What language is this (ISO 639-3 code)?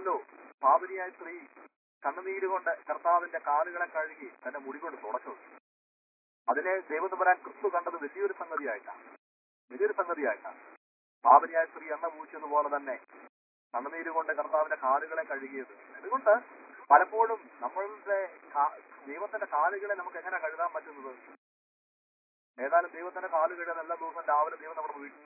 mal